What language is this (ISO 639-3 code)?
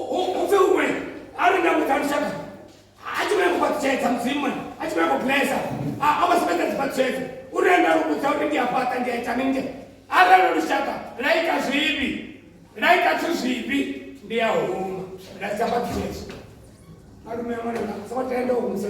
ven